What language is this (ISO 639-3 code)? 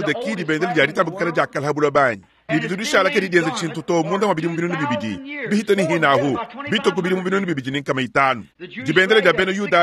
lua